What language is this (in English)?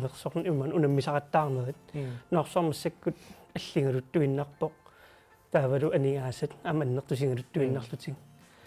Kalaallisut